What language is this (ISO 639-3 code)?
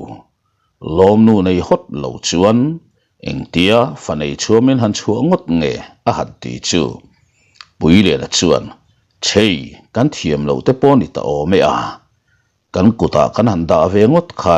lus